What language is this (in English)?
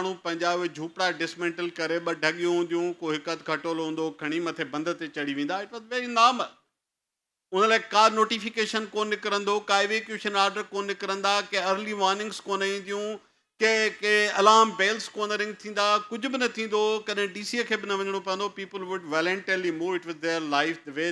Sindhi